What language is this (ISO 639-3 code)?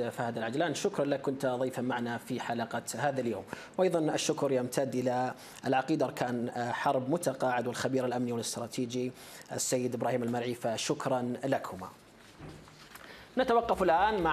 ara